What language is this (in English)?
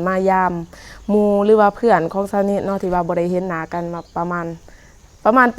Lao